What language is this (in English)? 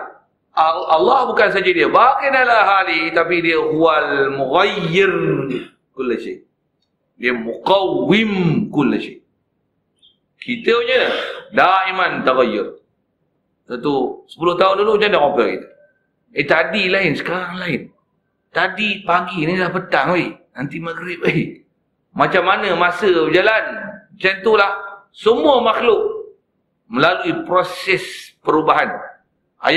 Malay